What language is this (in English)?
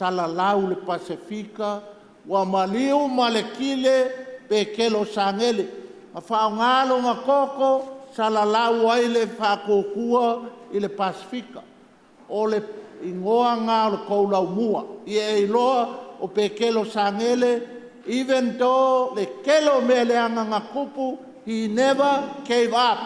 Samoan